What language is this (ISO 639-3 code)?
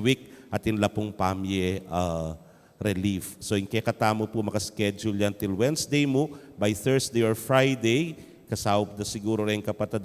pam